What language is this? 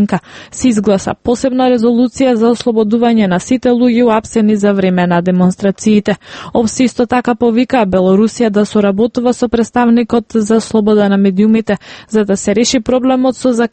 Macedonian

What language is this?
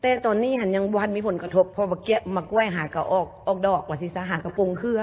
Lao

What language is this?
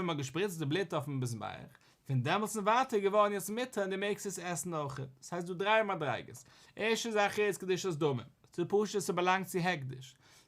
Yiddish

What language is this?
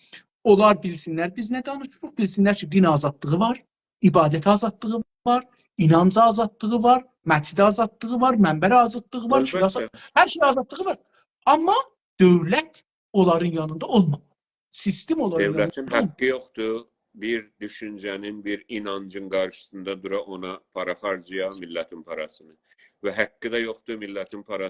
South Azerbaijani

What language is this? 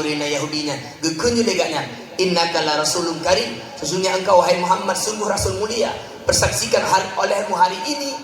Achinese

